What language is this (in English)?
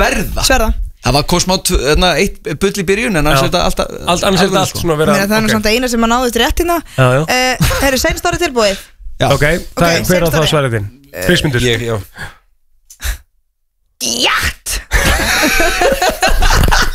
Icelandic